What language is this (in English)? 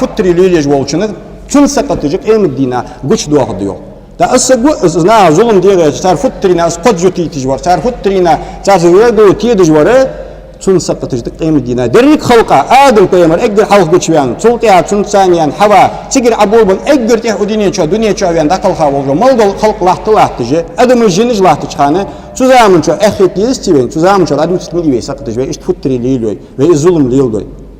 Ingush